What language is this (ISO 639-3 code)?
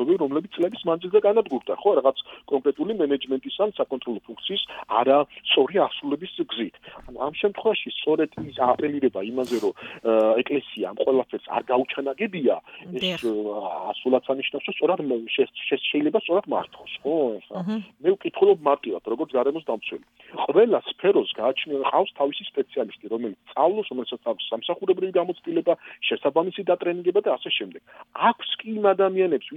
kat